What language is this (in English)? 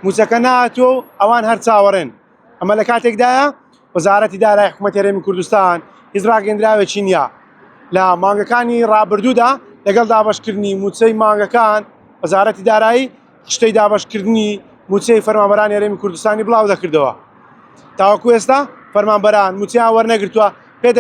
Central Kurdish